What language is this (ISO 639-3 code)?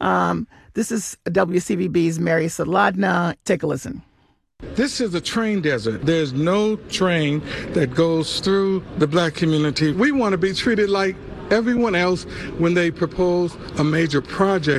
eng